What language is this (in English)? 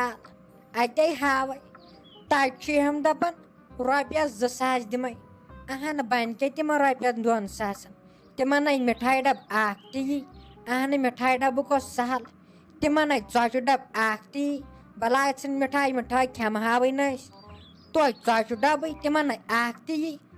Kashmiri